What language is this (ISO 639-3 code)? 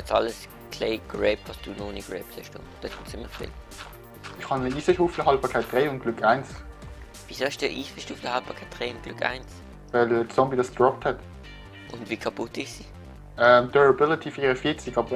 gsw